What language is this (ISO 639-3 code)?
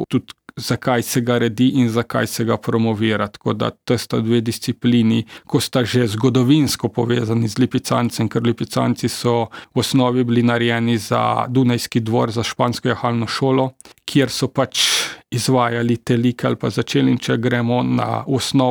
slv